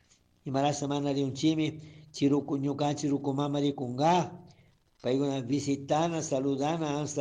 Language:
Chimborazo Highland Quichua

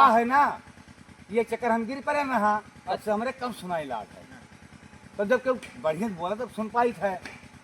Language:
Awadhi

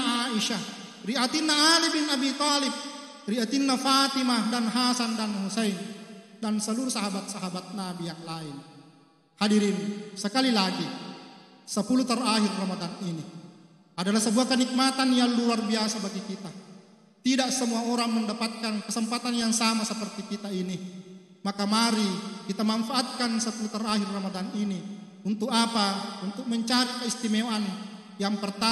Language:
Buginese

